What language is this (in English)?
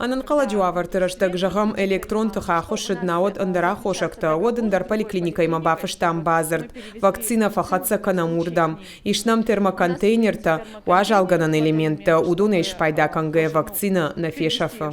Ossetic